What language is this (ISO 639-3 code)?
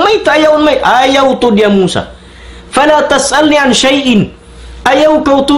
tsg